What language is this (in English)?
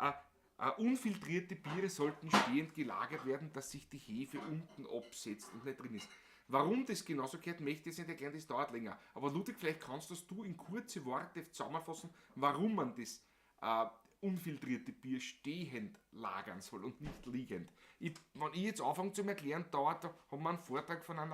Bavarian